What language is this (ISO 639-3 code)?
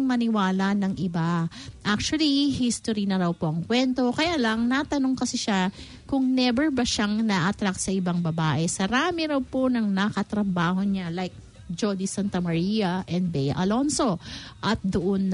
fil